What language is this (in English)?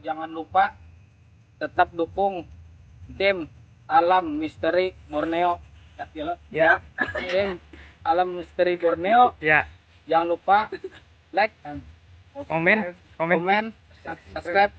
Banjar